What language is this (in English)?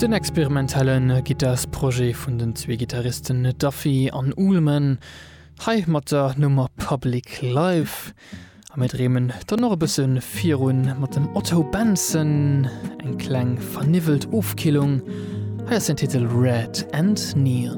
Luxembourgish